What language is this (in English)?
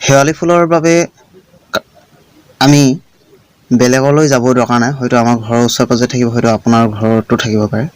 Assamese